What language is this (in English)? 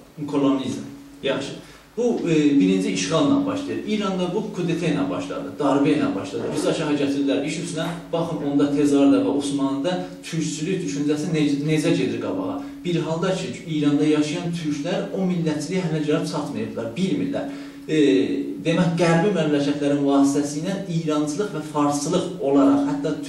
South Azerbaijani